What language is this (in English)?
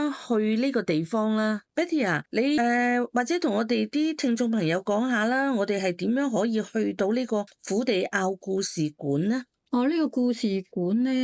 Cantonese